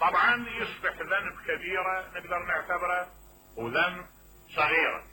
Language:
Mesopotamian Arabic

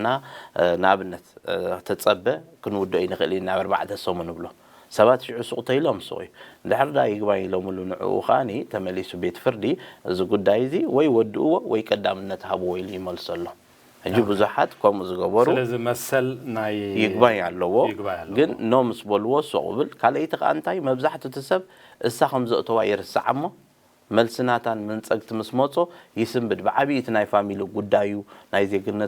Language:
Tigrinya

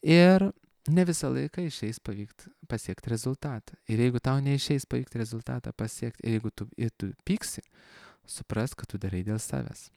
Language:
Lithuanian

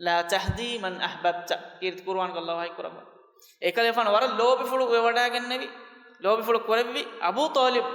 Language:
Divehi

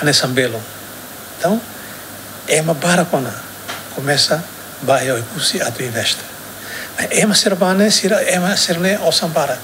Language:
Tetum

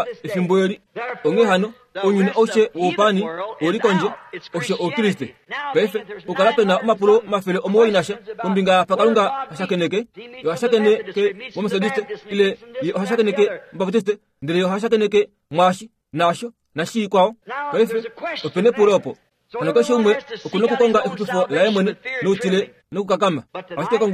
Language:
Kuanyama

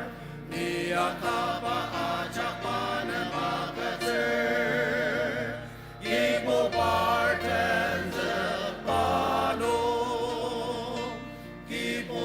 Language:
Ao Naga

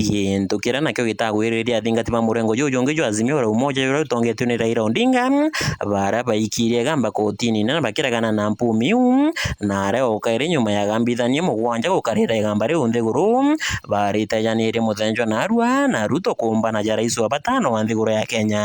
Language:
Meru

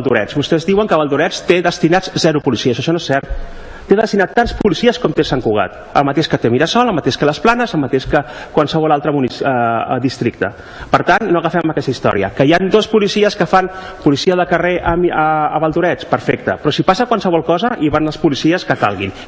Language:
Catalan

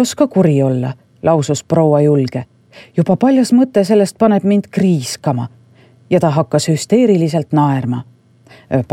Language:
Estonian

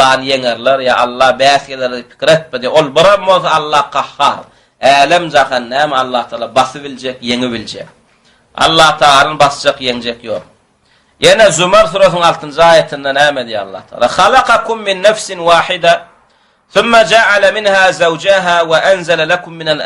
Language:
Turkmen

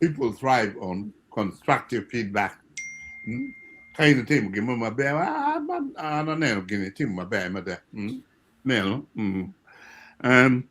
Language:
Acoli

